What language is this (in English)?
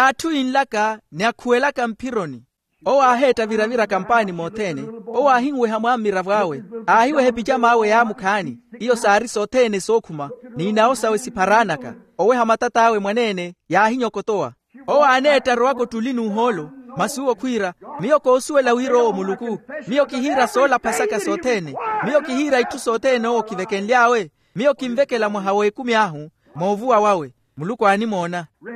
Makhuwa